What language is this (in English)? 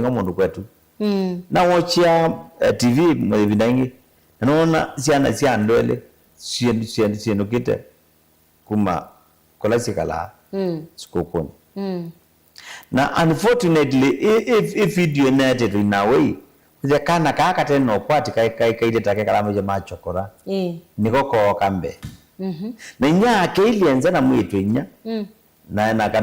Kamba